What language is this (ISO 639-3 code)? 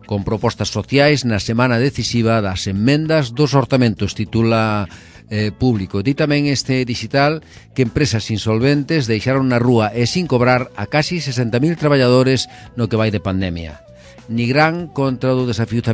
glg